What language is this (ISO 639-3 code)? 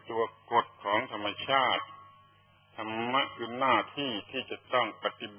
tha